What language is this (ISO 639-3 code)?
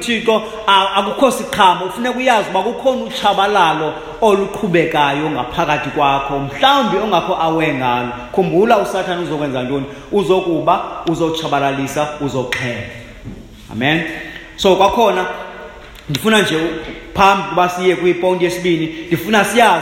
xho